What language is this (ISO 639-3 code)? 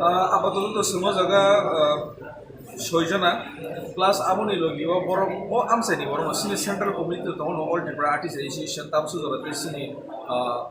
trp